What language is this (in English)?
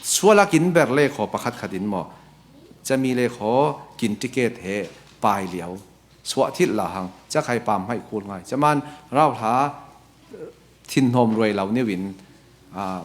Falam Chin